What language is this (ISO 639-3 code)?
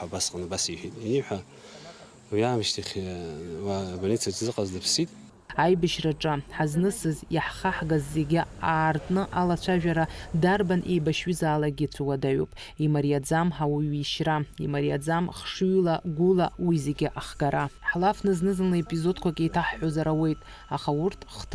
abk